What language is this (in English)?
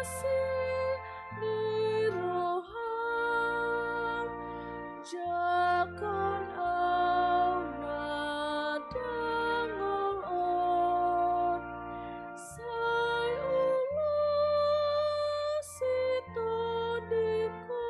Batak Toba